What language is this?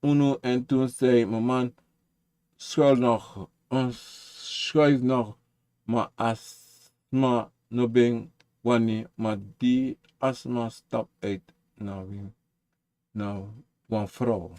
Sranan Tongo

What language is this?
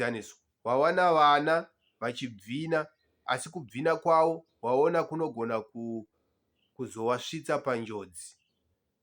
Shona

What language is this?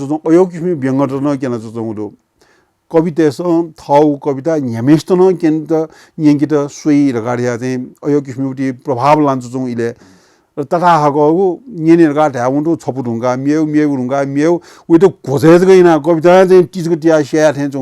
Newari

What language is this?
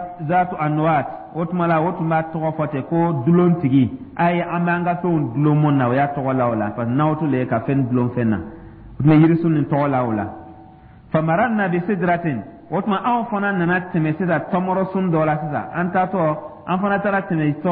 Dyula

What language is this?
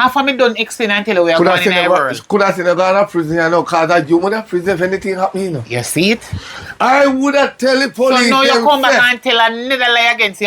Jamaican Creole English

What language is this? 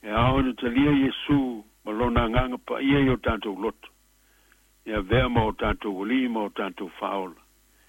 Samoan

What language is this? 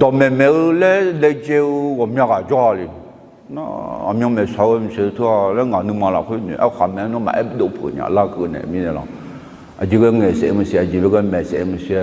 Akha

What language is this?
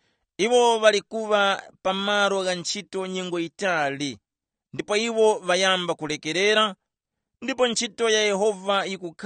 Tumbuka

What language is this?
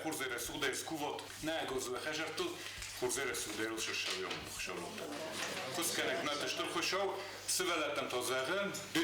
Ossetic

